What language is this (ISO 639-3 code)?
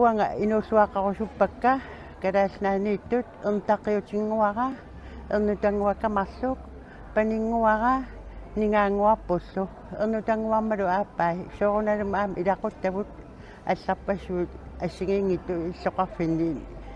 kal